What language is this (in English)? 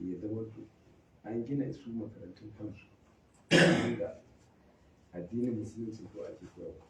Hausa